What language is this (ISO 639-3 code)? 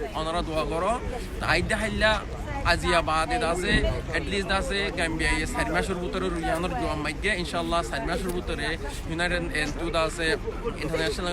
rhg